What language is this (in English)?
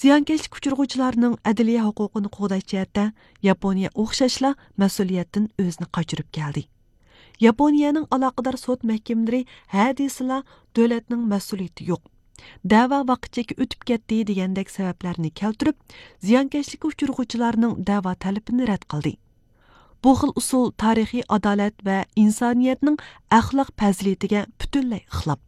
Uyghur